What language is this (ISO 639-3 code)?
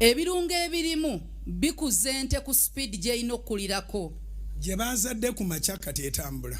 lug